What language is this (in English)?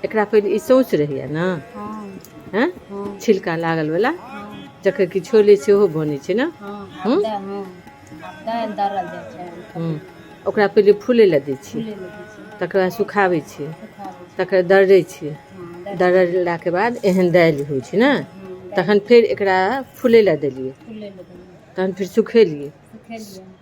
Maithili